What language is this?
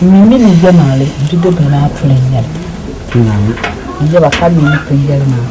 Dagbani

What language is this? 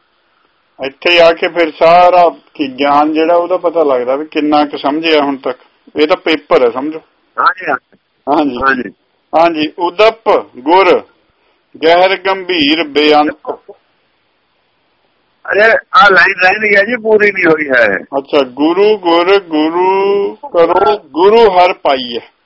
Punjabi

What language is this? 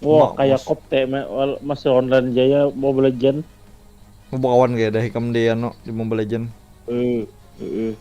Banjar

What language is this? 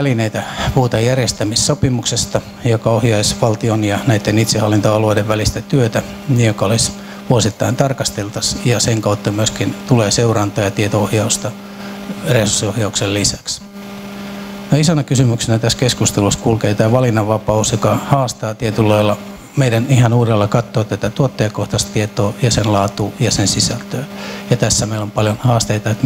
Finnish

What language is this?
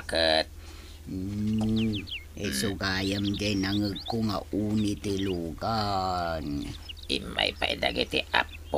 Iloko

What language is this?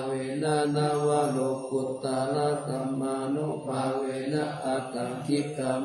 Pali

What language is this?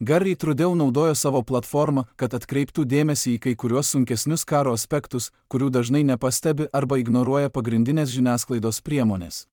Lithuanian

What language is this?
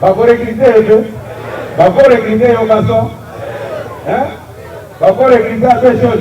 Lingala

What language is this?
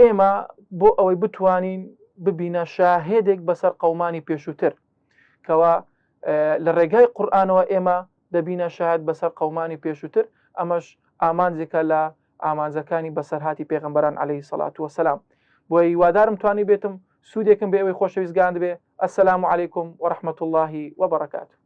Central Kurdish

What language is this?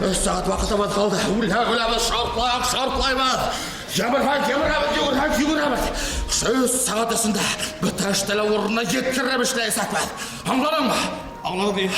Bashkir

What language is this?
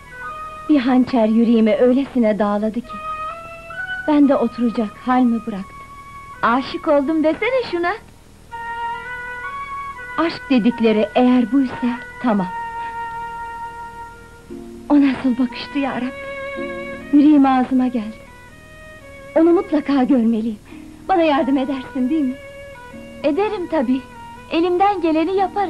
Turkish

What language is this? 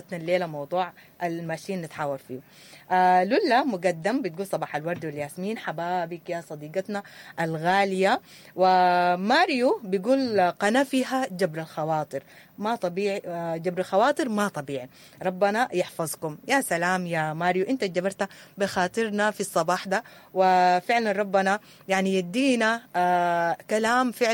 Sudanese Arabic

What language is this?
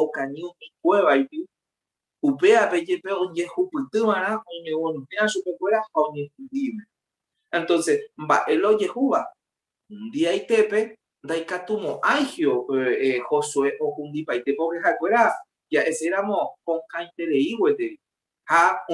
Guarani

